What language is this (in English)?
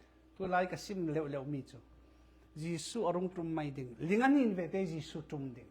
Falam Chin